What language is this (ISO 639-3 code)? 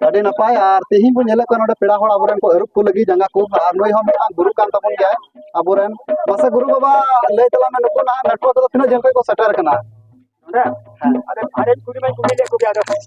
sat